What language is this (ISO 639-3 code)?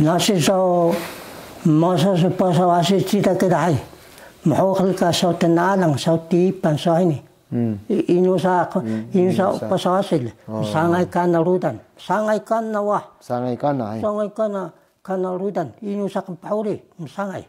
trv